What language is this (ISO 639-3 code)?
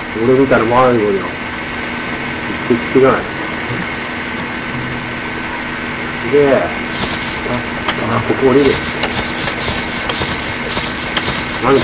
jpn